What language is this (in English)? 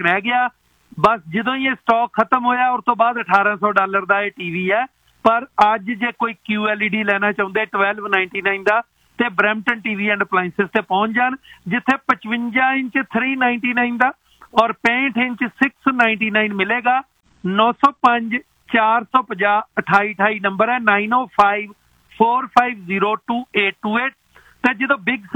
Punjabi